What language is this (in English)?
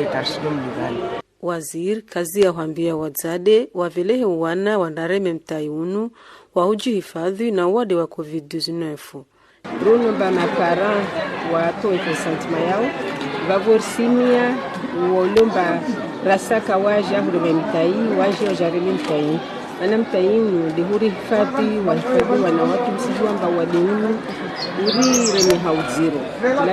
Ngazidja Comorian